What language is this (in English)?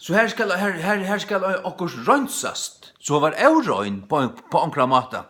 Faroese